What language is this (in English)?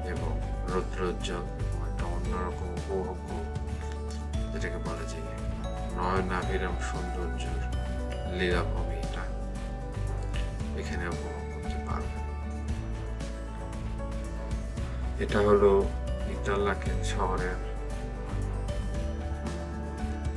Bangla